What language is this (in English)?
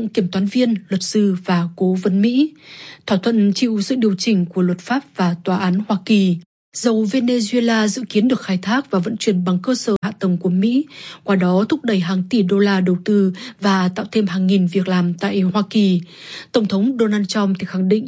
Vietnamese